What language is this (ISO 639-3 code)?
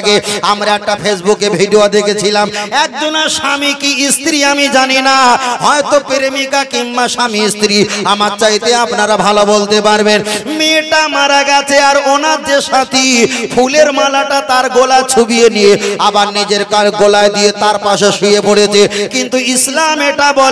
ben